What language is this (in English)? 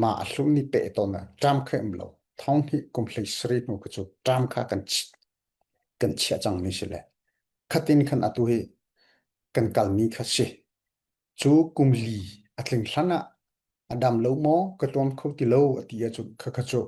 Falam Chin